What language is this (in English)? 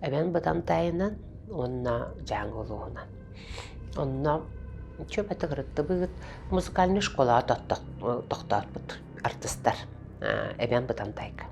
Yakut